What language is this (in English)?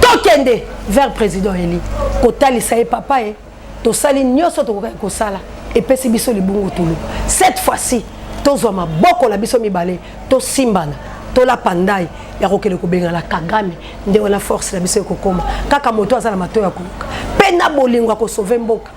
Lingala